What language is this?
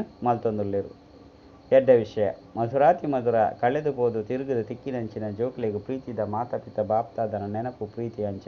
Tulu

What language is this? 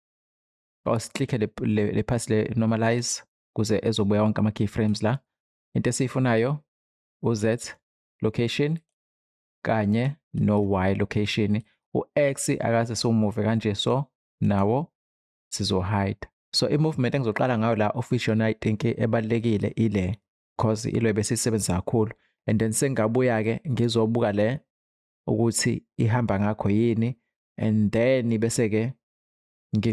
Zulu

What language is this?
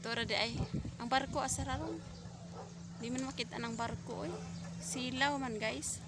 Cebuano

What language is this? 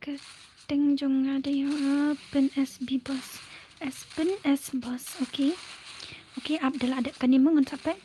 Khasi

